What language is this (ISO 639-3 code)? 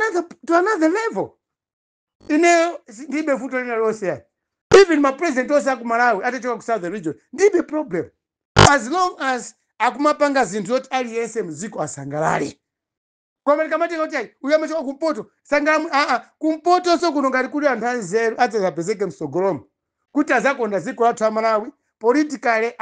nya